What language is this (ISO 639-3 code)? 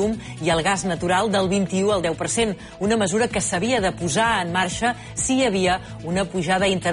cat